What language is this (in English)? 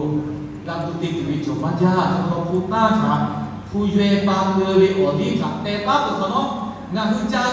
Lahu